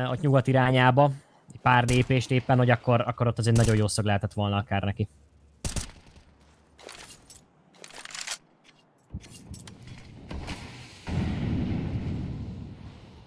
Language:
Hungarian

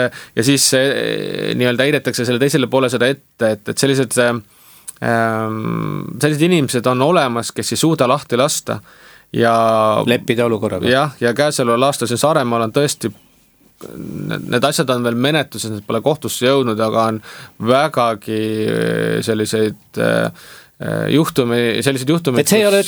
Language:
Estonian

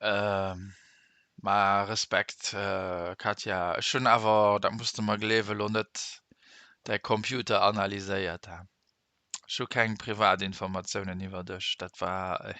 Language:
Luxembourgish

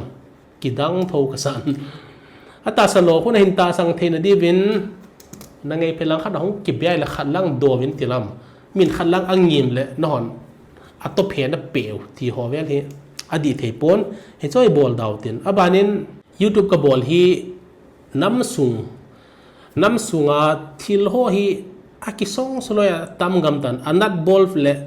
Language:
Thado Chin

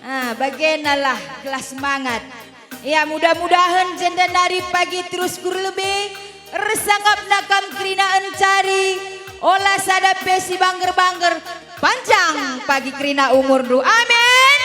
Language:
Batak Karo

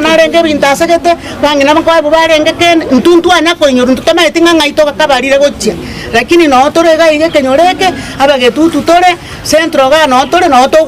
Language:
Gusii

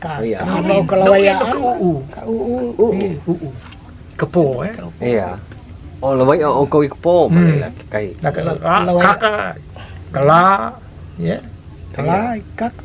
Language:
Hawaiian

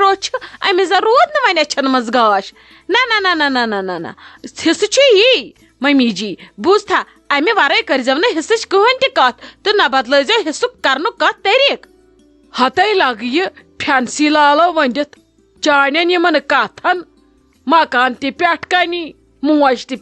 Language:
Kashmiri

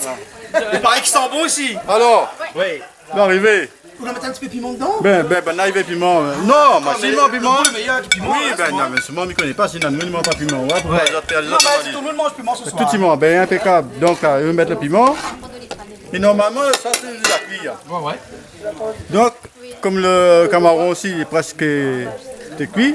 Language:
Réunion Creole French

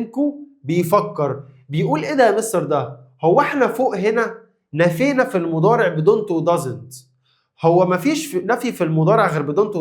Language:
Egyptian Arabic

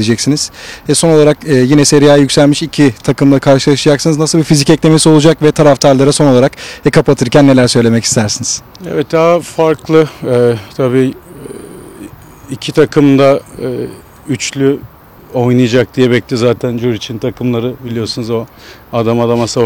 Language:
Turkish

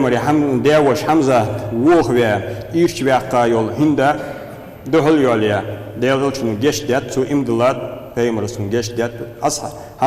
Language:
Ingush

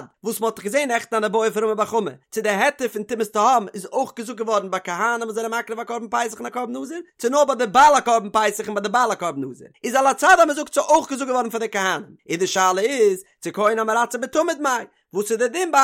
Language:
Yiddish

